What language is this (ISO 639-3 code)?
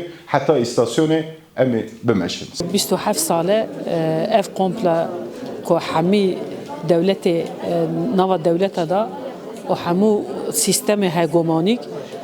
kur